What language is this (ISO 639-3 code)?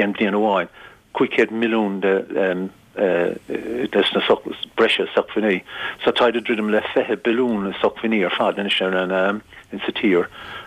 gle